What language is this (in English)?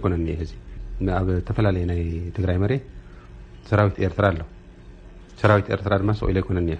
Tigrinya